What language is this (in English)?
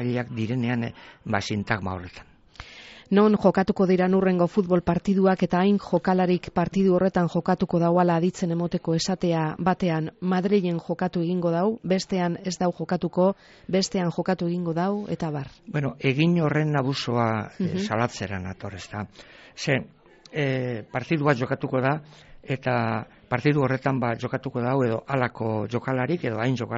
Basque